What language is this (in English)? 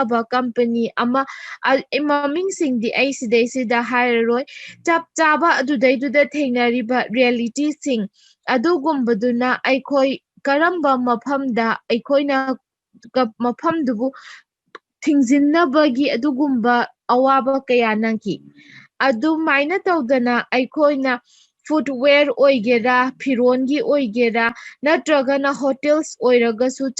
Manipuri